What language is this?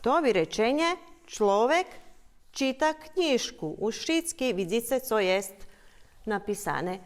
Rusyn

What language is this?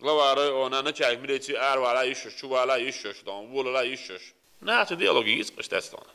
Chechen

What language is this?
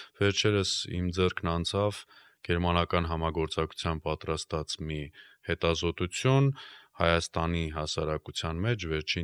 Armenian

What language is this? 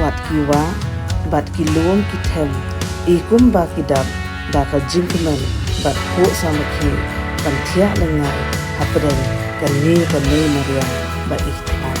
Khasi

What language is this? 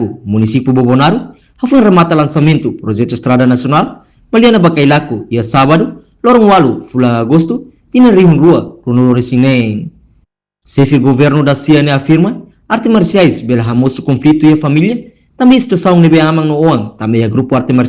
Tetum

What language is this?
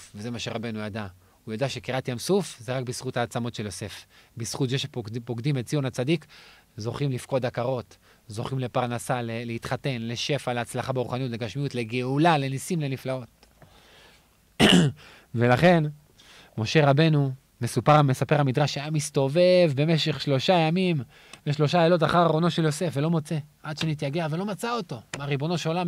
Hebrew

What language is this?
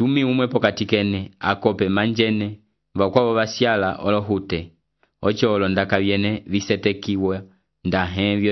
Umbundu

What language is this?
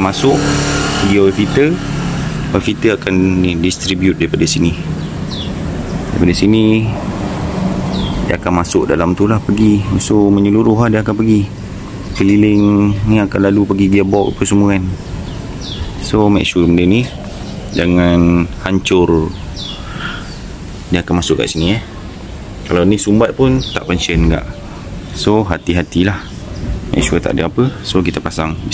Malay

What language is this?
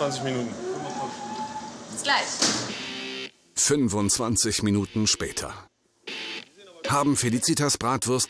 German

